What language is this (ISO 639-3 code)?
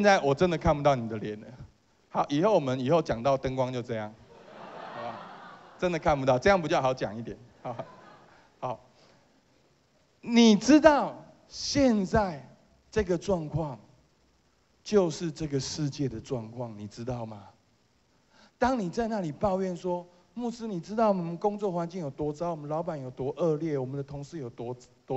zho